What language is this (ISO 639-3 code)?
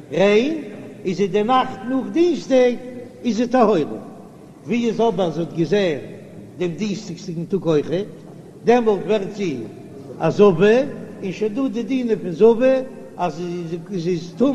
yid